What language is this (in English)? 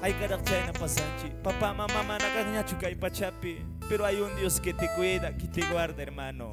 Quechua